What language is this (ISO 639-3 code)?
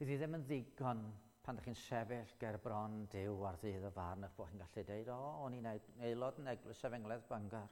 cym